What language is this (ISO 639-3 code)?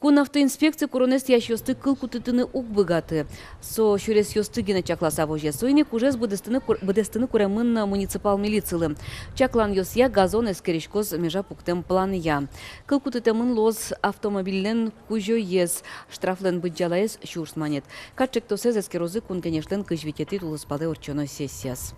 udm